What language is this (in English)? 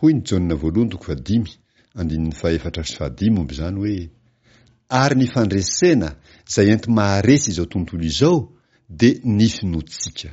Malagasy